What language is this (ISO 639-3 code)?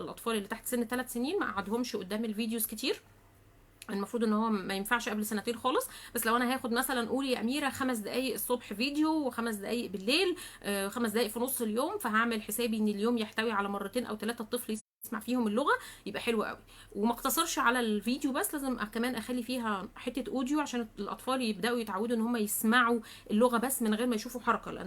arz